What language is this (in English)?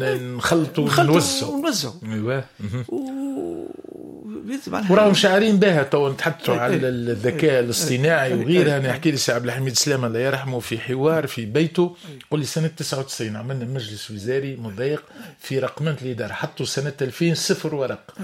Tunisian Arabic